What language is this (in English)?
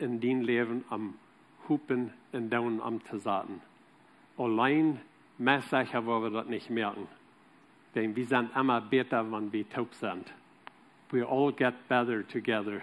Plautdietsch